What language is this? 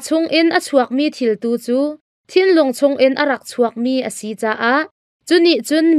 Hakha Chin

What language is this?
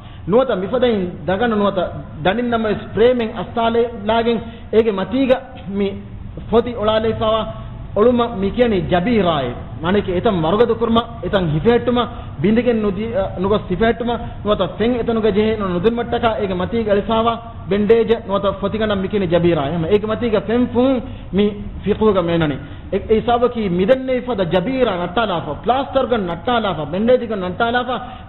Divehi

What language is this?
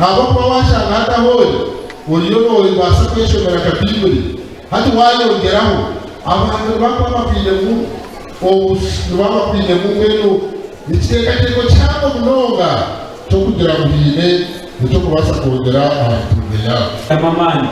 Nyankole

